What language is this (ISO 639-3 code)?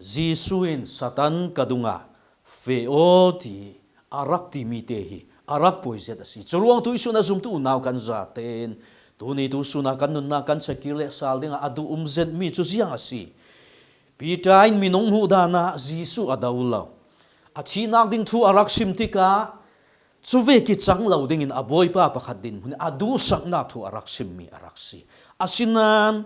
cfm